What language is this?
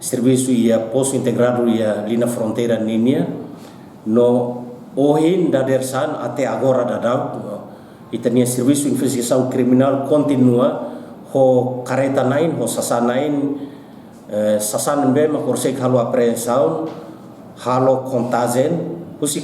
Tetum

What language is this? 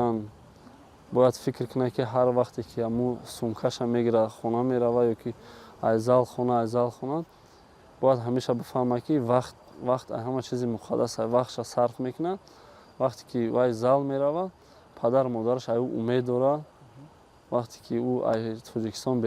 Tajik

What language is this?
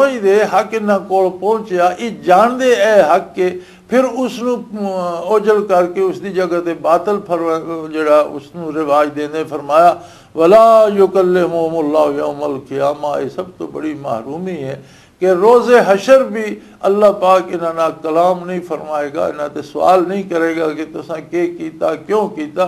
Western Panjabi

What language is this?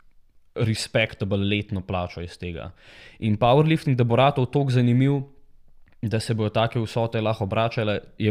Slovenian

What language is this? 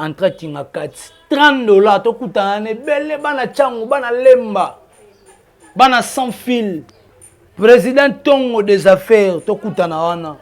Lingala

